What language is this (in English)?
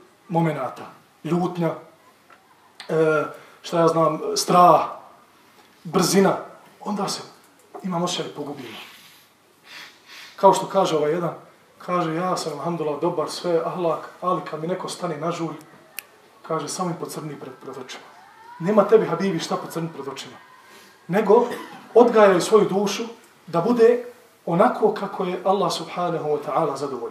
Bosnian